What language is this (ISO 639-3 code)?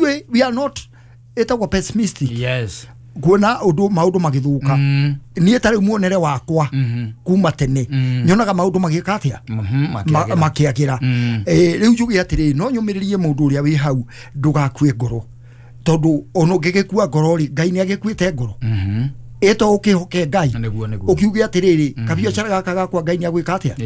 kik